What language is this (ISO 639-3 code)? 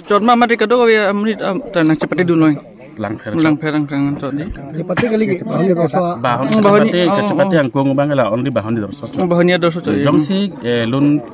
mjw